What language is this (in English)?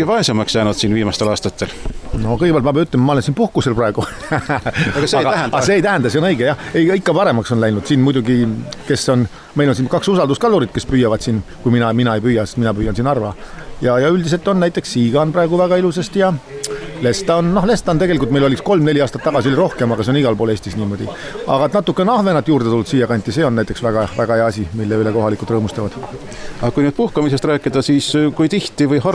Estonian